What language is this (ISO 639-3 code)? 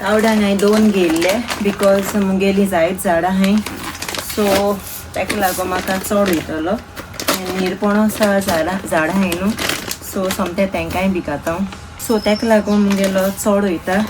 kok